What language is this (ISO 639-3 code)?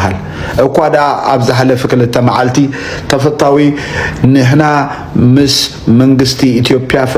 tir